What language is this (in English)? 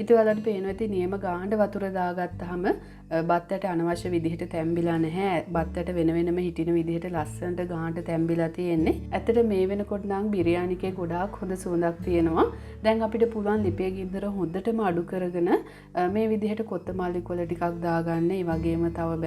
Sinhala